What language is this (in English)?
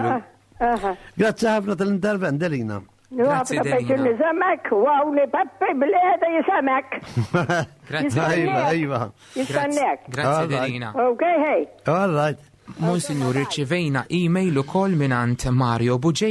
Maltese